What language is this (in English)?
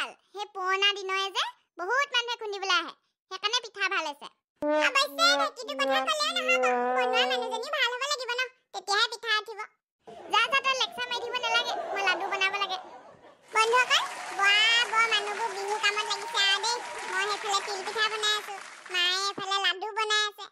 Assamese